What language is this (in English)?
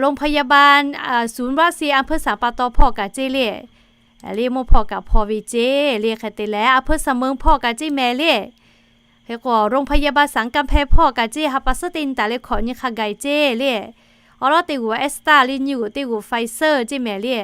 Lahu